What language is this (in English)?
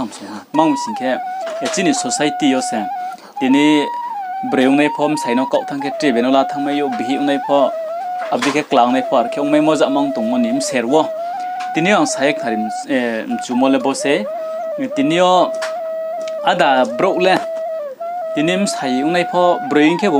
Riang (India)